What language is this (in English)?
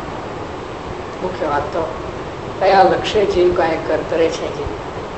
Gujarati